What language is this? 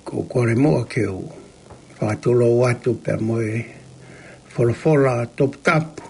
Tongan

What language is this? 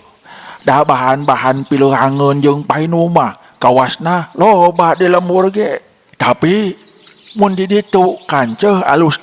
Sundanese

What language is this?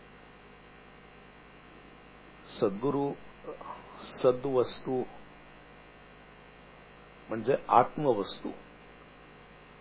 Marathi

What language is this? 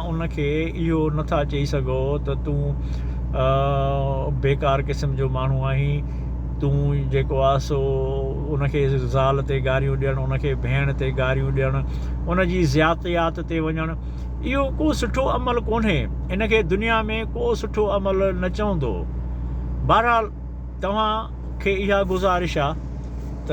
Sindhi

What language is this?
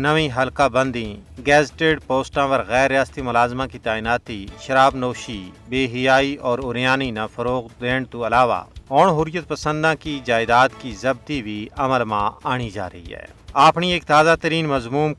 Gujari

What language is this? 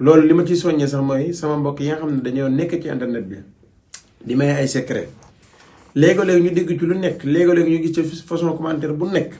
Wolof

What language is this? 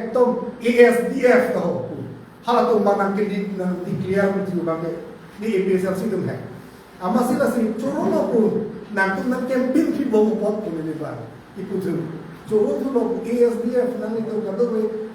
Karbi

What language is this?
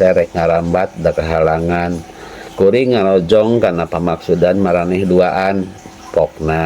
Sundanese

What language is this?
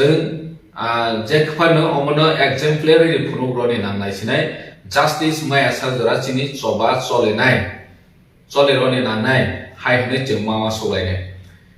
Kok Borok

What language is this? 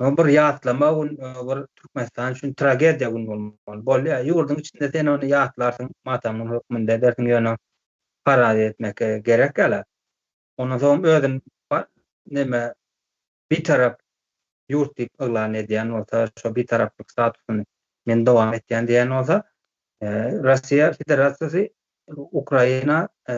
Turkmen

